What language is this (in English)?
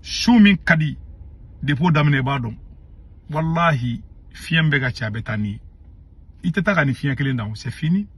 Bambara